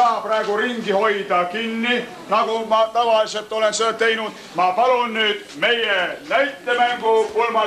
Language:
Estonian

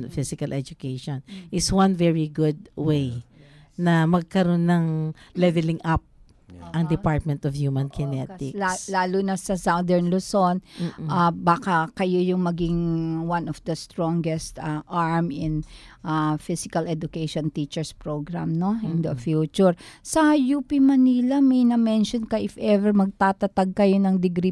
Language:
Filipino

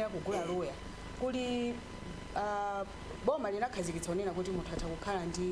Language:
Nyanja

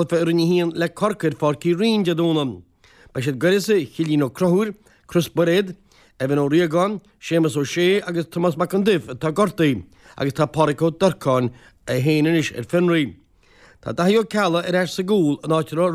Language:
Irish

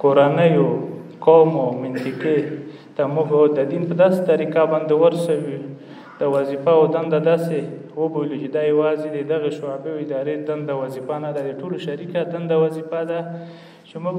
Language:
Pashto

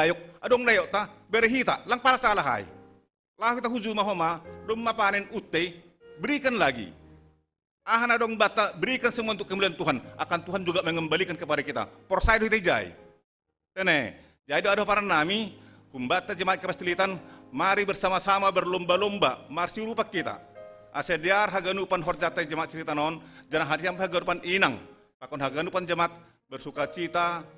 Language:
Batak Simalungun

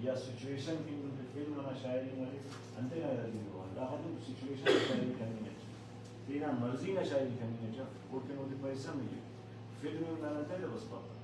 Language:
Brahui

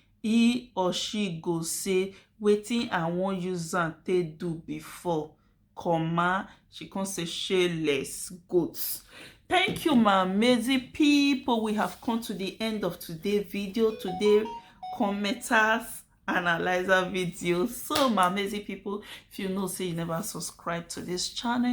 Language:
Nigerian Pidgin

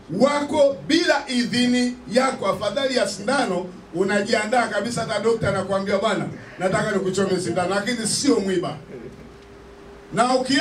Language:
Swahili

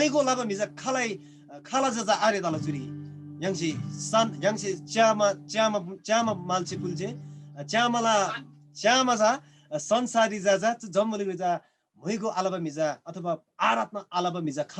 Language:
Eastern Tamang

